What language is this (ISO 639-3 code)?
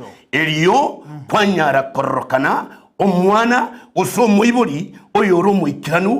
guz